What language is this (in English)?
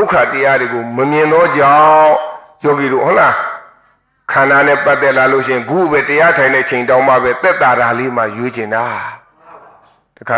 Burmese